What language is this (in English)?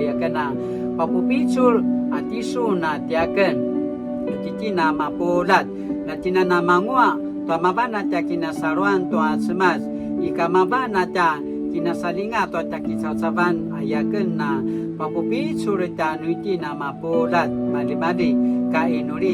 Paiwan